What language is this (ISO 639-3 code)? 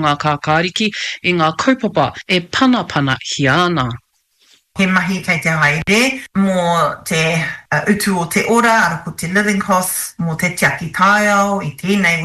mri